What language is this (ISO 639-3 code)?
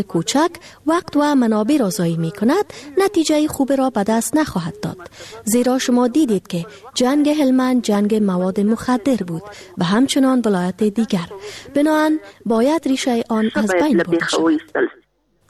fas